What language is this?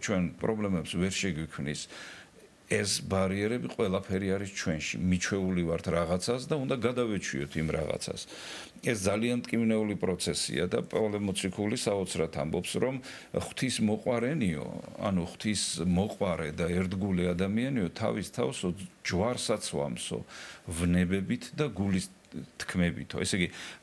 Georgian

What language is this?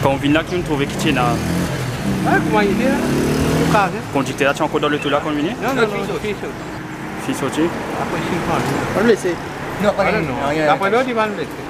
Morisyen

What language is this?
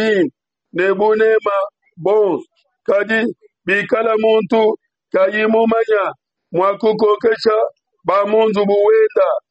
Luba-Lulua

